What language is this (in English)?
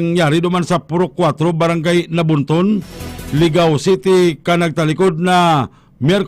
Bikol